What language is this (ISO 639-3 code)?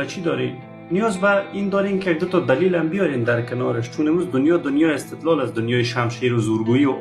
fas